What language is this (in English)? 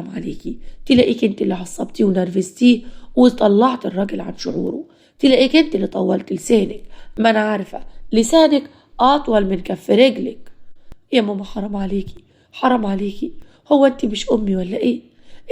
Egyptian Arabic